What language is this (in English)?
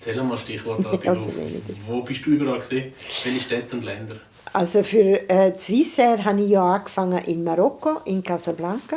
Swiss German